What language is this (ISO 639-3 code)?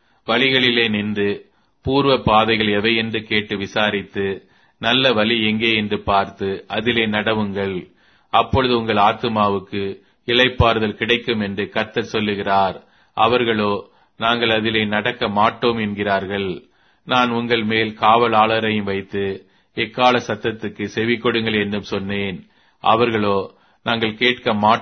tam